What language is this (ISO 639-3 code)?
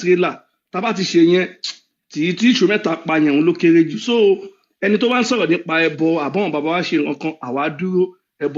yor